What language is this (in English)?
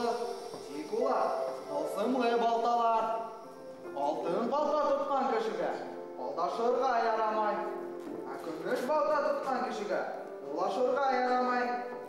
Bashkir